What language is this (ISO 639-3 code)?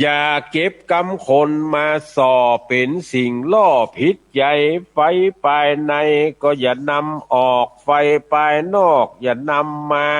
nod